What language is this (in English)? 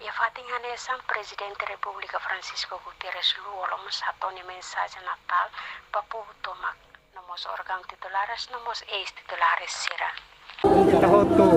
Tetum